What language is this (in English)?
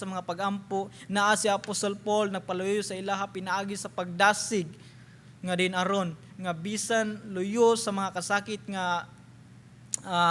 Cebuano